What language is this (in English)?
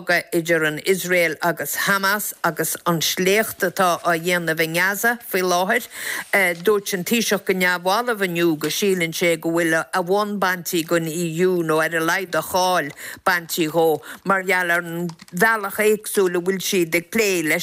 Irish